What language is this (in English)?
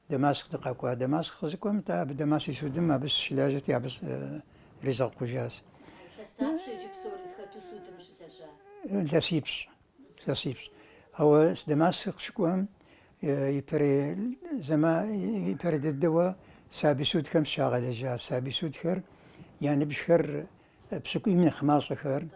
Kabardian